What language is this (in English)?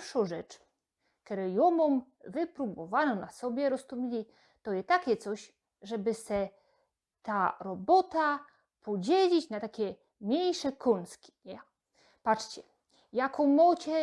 Silesian